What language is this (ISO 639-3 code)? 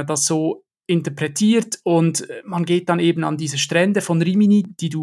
deu